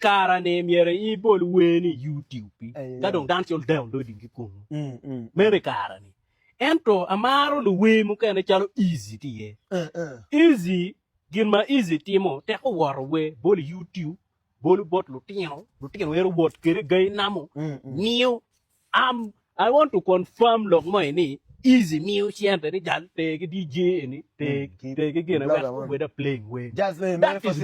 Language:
Acoli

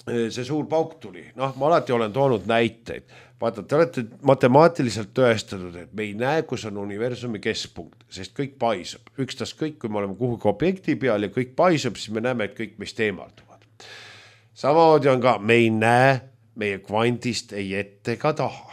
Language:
Estonian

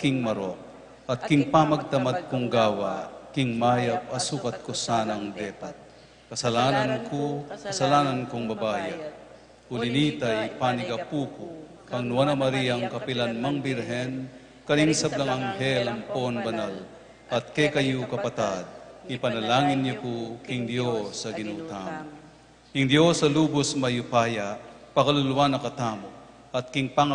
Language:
Pampanga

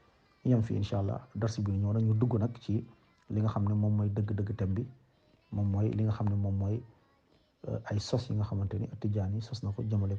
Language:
Wolof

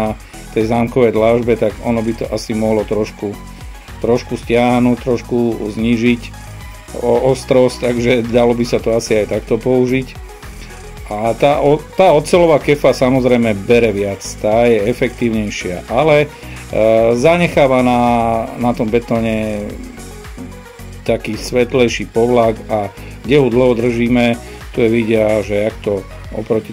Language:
Slovak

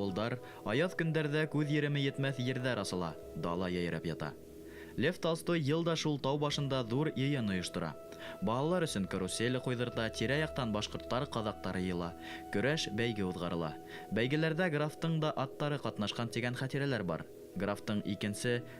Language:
Bashkir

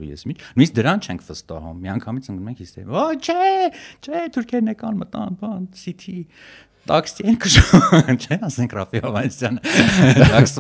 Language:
Armenian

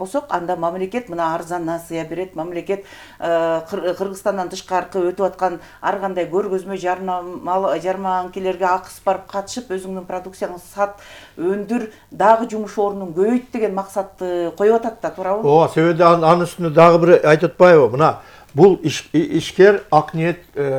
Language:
Kyrgyz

